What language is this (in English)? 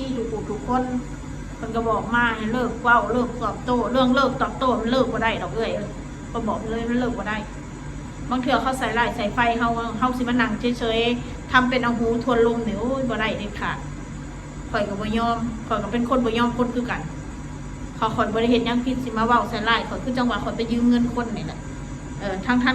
Northeastern Thai